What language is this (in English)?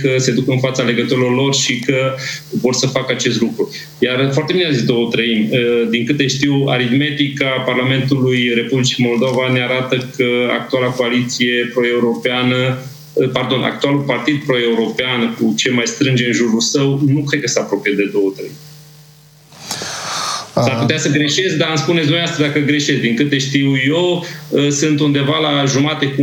Romanian